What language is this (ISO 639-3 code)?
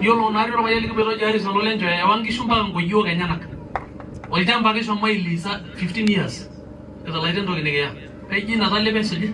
mas